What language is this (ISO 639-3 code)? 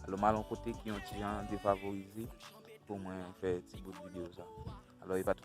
hat